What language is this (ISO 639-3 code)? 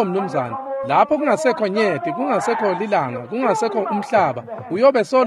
ssw